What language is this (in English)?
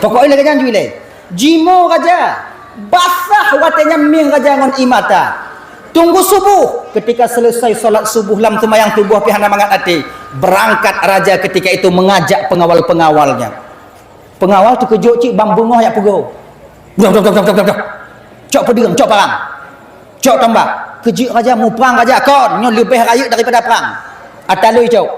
Achinese